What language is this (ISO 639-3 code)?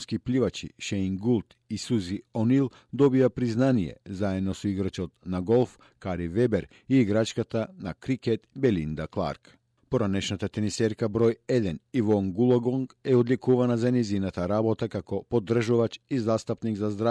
mkd